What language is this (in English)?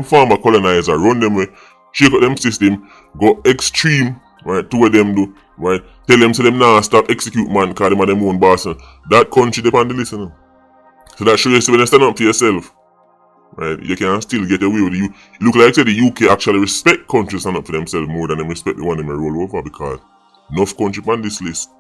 Jamaican Creole English